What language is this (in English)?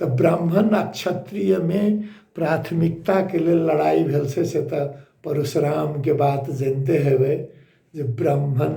Maithili